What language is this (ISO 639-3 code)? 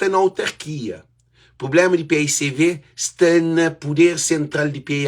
kea